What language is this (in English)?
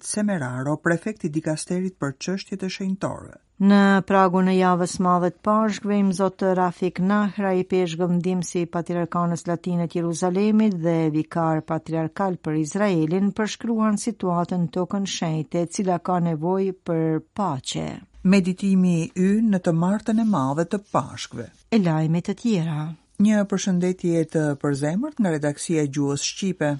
Albanian